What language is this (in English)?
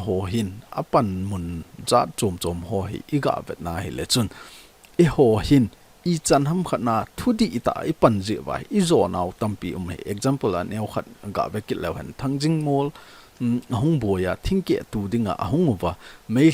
Thado Chin